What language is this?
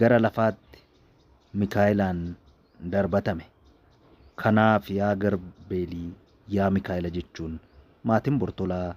Oromo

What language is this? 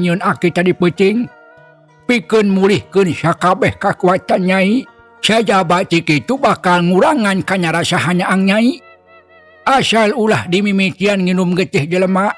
Sundanese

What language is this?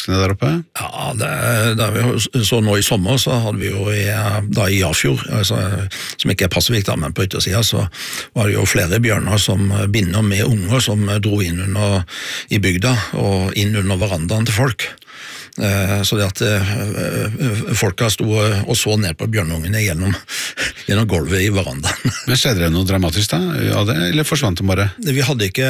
Norwegian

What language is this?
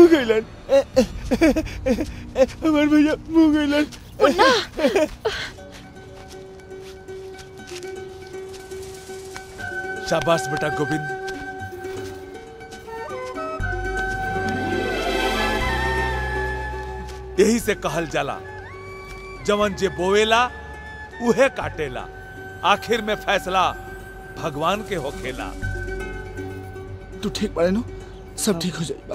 Bhojpuri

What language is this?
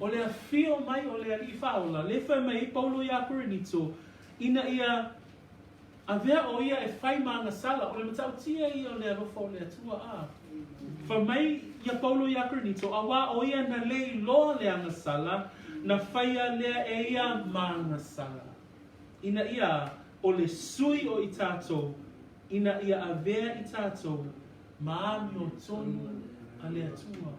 Samoan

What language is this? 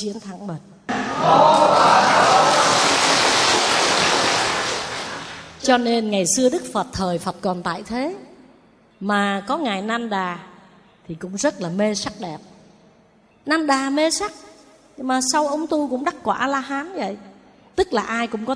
Vietnamese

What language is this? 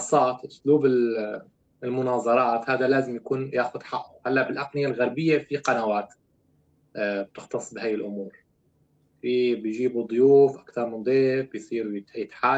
North Levantine Arabic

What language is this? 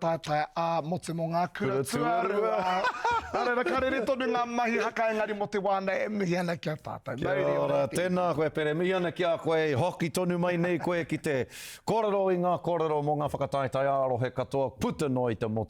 Māori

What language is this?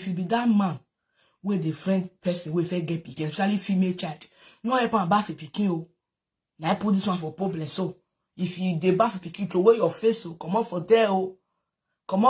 Nigerian Pidgin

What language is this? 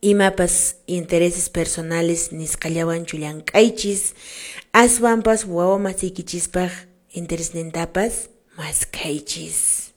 Quechua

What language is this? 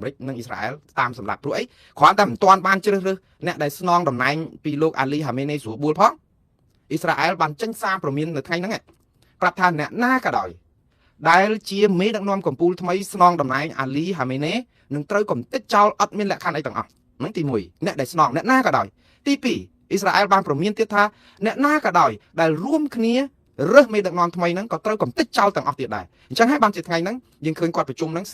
Khmer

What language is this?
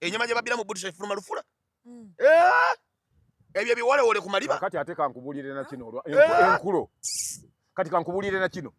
Ganda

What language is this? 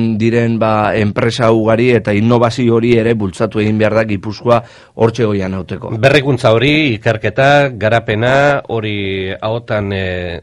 Basque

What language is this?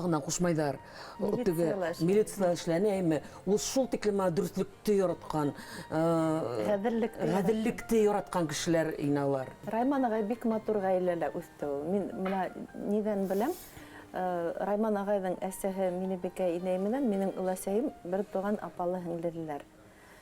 Bashkir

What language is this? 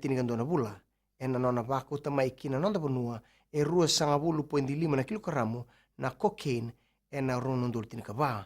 Fijian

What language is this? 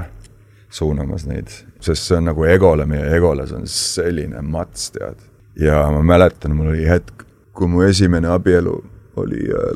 Estonian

